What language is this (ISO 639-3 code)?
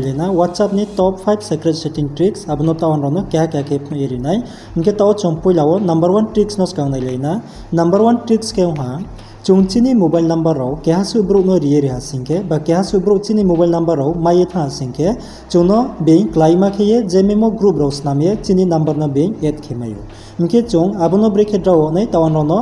ria